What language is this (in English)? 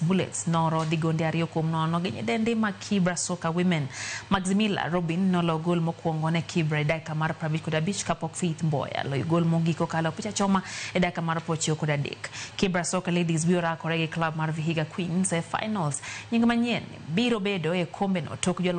Luo (Kenya and Tanzania)